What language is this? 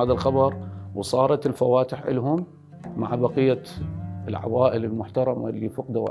Mesopotamian Arabic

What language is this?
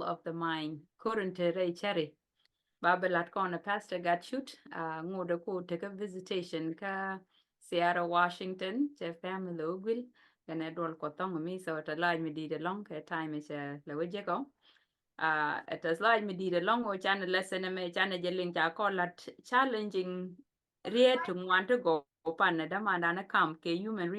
Nuer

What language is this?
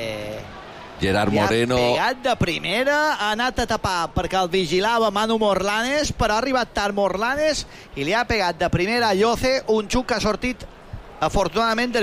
Catalan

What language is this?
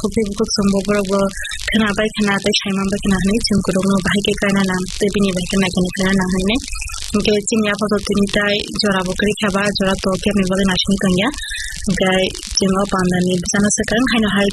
Kok Borok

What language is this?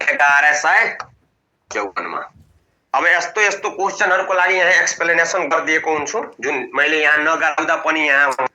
Nepali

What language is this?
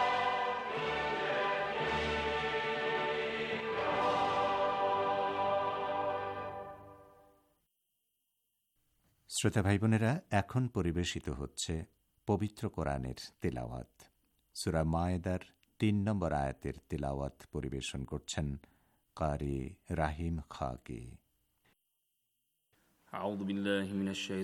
Bangla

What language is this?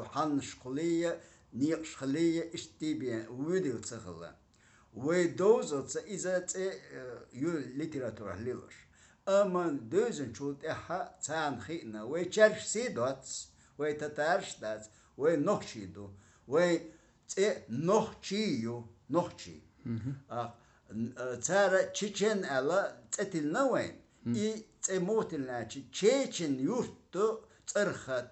Chechen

